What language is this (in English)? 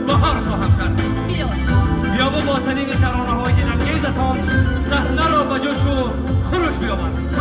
Tajik